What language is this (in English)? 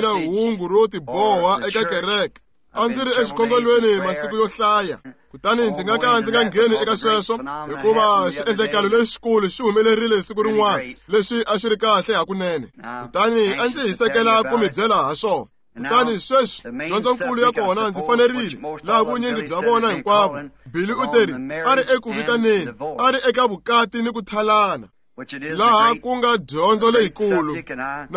Tsonga